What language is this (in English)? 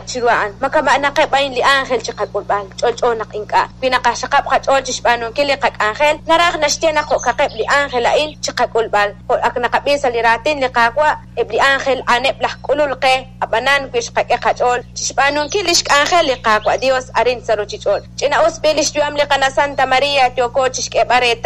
Kekchí